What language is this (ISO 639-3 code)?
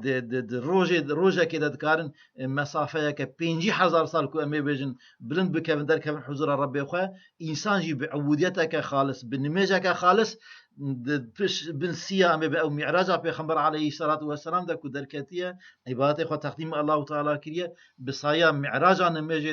kur